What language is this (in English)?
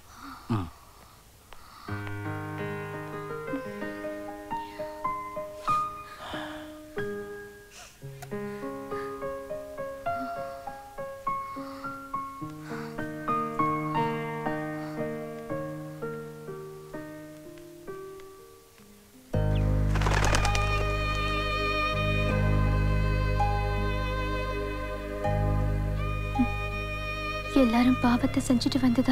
Tamil